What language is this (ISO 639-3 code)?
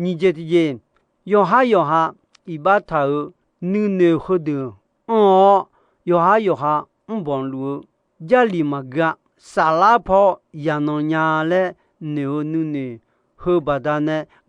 ahk